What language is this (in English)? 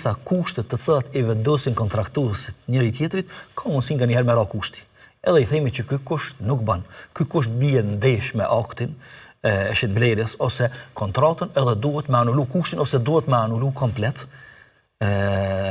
Albanian